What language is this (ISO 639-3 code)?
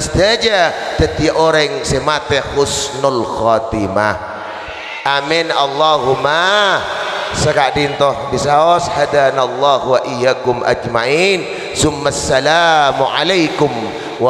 mad